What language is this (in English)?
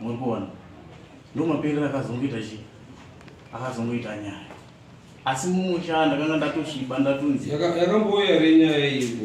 Shona